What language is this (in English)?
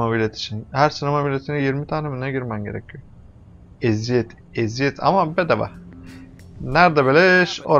Turkish